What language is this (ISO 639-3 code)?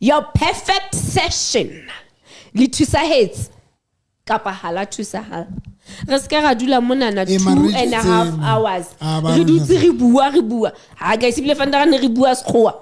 sot